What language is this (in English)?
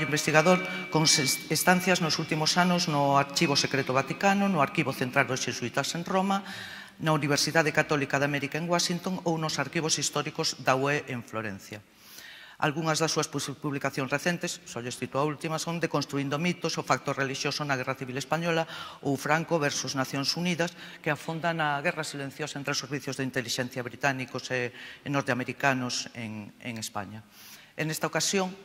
Galician